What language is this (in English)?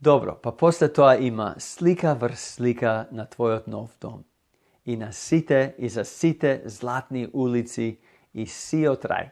Macedonian